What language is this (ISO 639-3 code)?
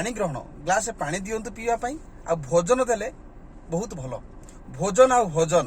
ori